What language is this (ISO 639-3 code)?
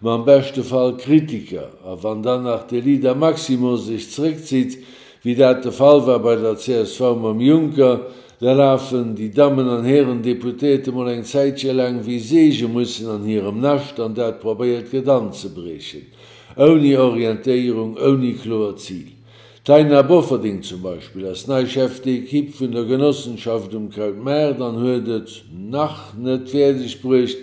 ltz